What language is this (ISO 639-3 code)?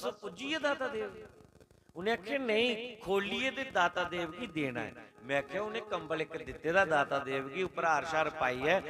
doi